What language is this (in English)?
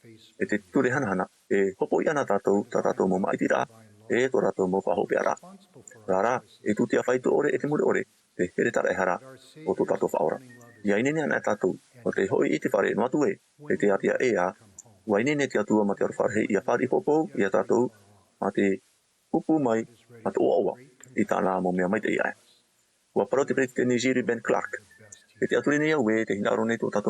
Tahitian